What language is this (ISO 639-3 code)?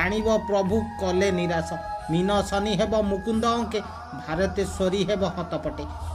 ori